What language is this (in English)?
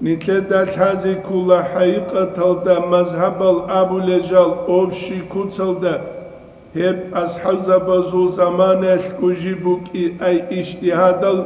Avaric